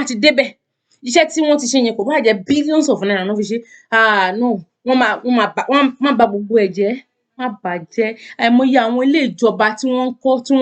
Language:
Yoruba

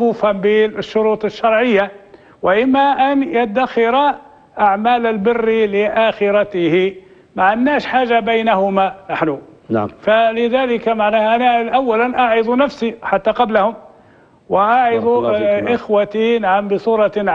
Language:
Arabic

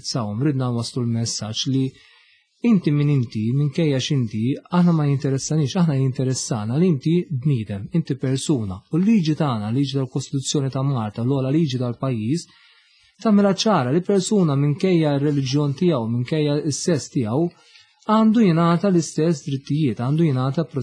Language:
Maltese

